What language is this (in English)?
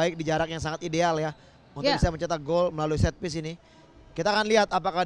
Indonesian